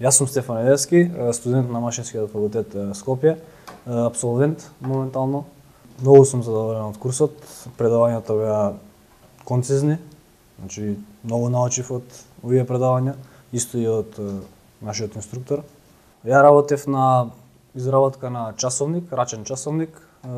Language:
Macedonian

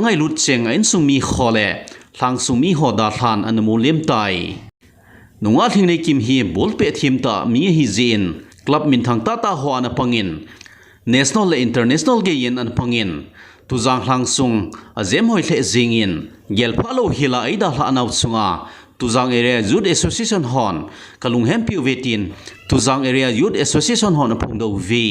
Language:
Thado Chin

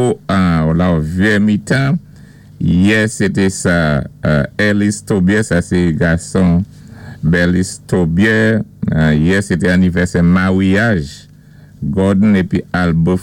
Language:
Saint Lucian Creole French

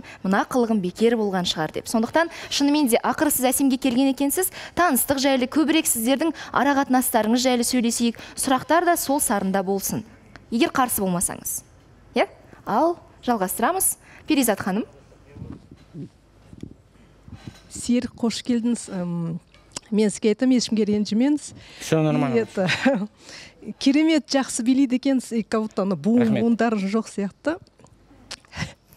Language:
Kazakh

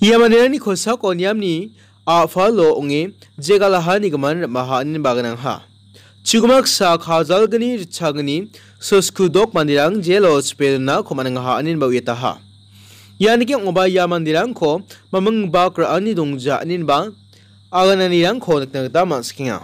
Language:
Garo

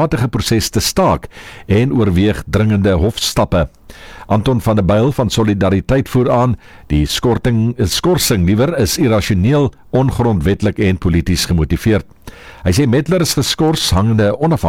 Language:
Afrikaans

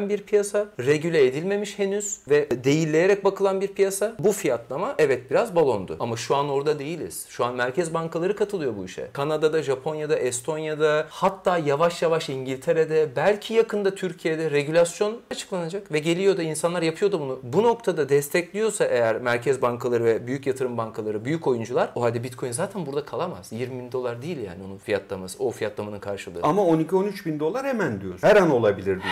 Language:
Turkish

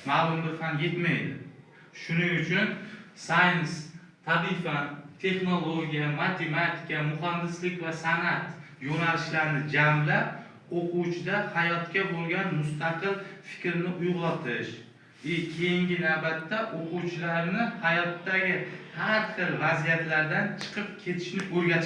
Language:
Uzbek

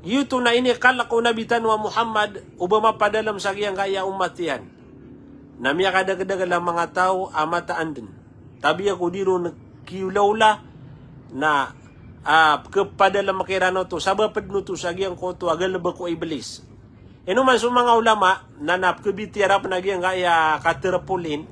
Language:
Maranao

